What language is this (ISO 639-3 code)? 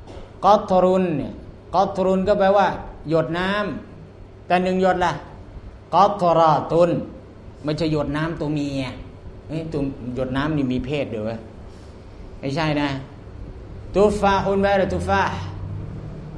tha